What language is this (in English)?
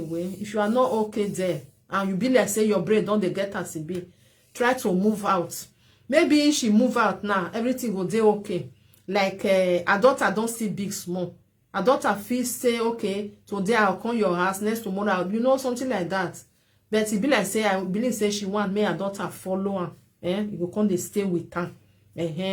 Nigerian Pidgin